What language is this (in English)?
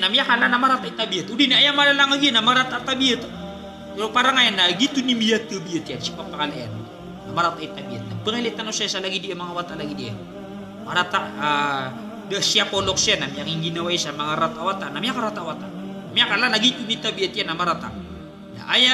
Maranao